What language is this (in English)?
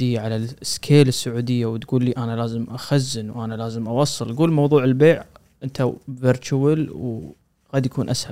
Gulf Arabic